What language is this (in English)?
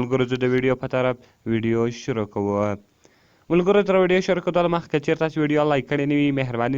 Pashto